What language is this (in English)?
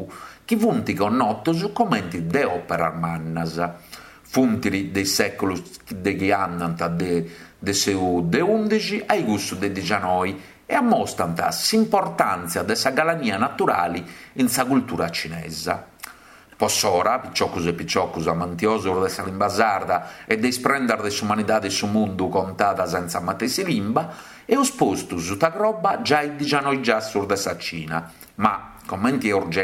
Sardinian